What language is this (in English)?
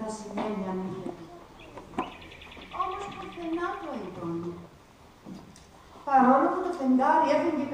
Greek